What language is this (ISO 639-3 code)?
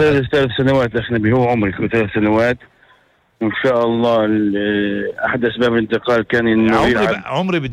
apc